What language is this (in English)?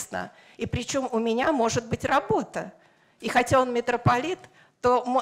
Russian